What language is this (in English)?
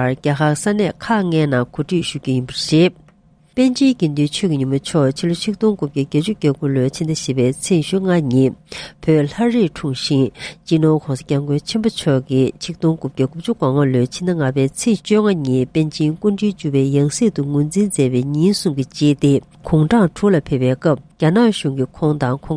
Tibetan